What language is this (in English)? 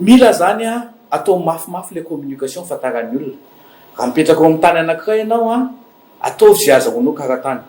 Malagasy